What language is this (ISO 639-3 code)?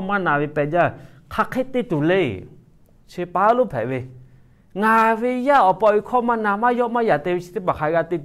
lhu